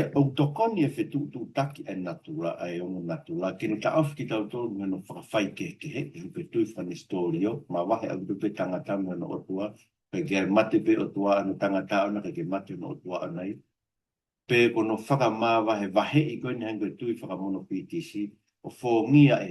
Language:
Tongan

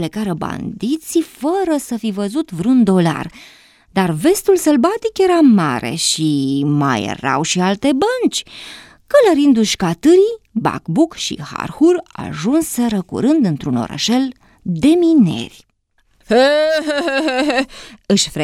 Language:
Romanian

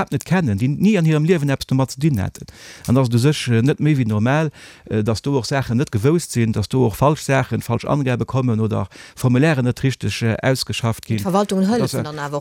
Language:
Luxembourgish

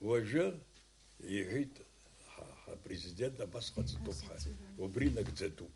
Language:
Abkhazian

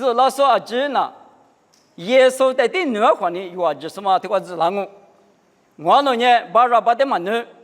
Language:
Lisu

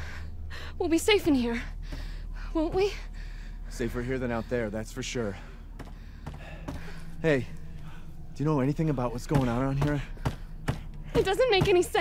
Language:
English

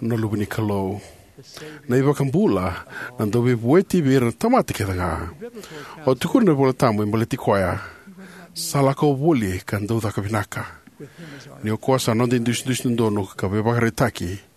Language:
Fijian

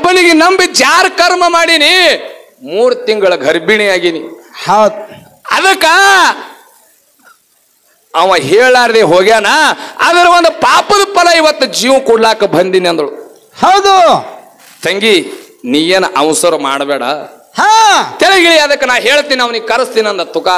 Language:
Kannada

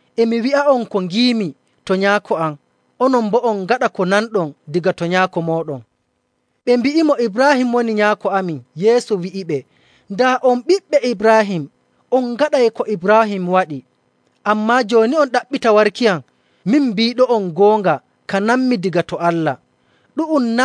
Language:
Nigerian Fulfulde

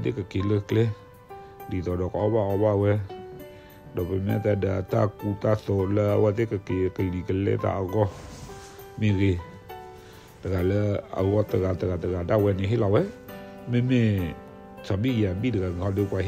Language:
S'gaw Karen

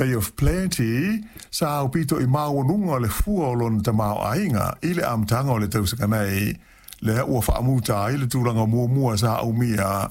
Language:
Samoan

